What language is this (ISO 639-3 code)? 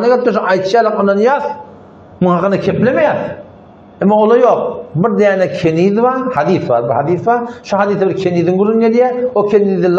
tuk